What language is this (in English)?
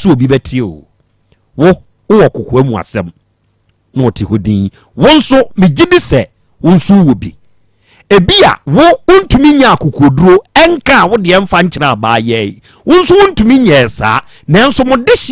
Akan